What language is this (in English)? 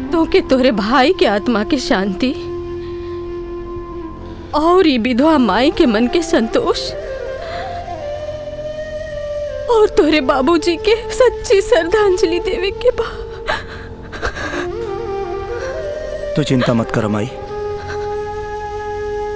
Bhojpuri